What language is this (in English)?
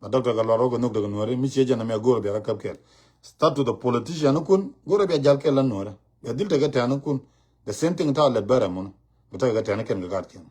Nuer